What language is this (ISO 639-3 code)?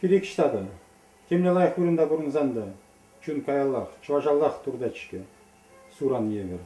chv